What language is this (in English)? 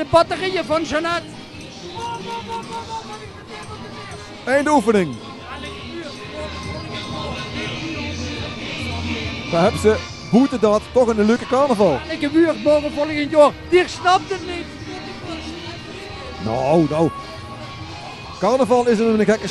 Dutch